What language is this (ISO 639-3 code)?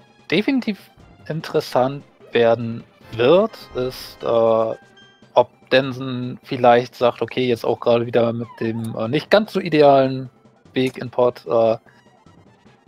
deu